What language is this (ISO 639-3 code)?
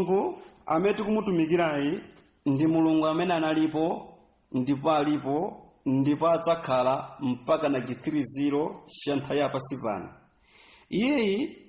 nya